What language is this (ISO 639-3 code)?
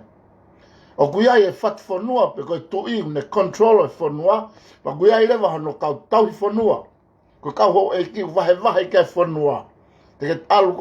ton